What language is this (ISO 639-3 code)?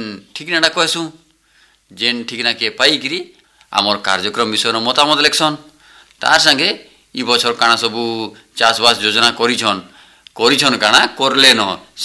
ori